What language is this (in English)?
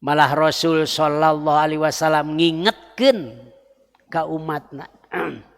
Sundanese